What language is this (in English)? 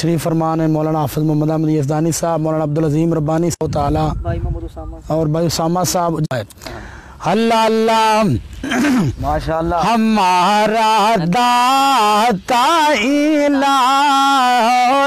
Urdu